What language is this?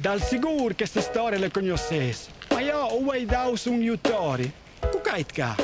Friulian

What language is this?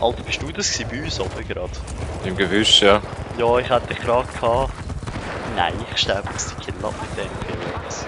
Swiss German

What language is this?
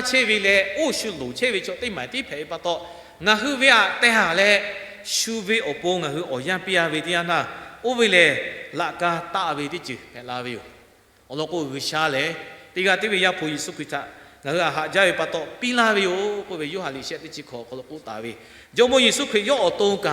Lahu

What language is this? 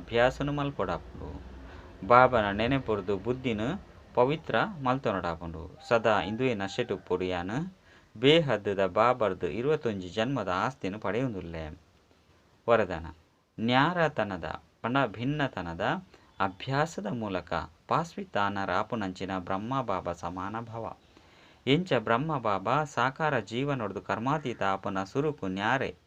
Tulu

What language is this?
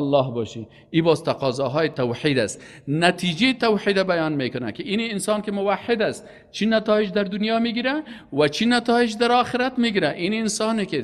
Persian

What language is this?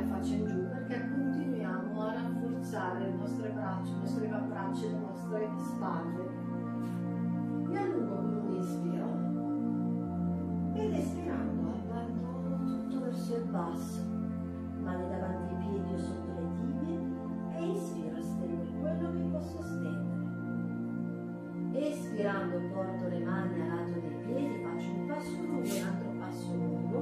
Italian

